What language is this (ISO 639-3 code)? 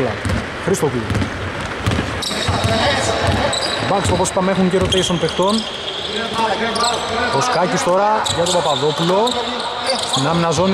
ell